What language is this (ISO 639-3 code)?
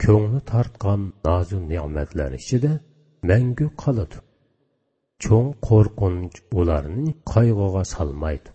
uig